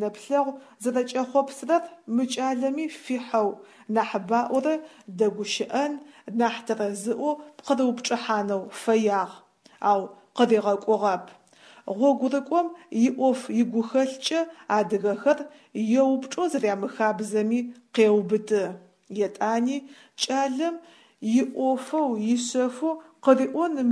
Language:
Adyghe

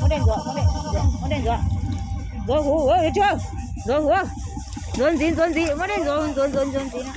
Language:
Hmong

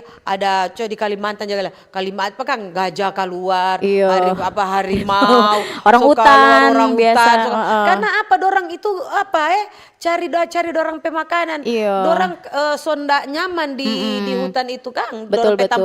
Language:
Manado Malay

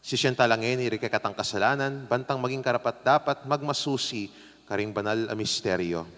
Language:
Pampanga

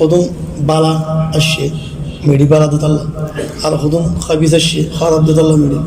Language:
Rohingya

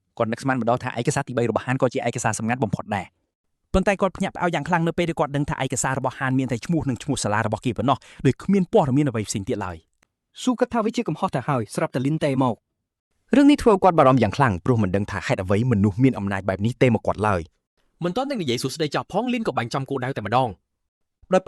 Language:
Khmer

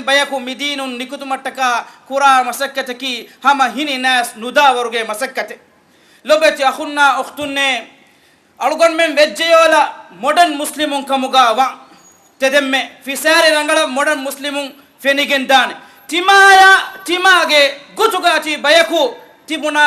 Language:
Divehi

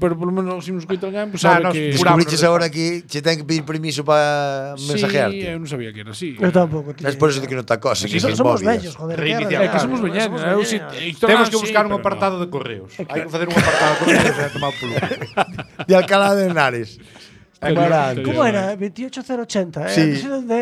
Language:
Galician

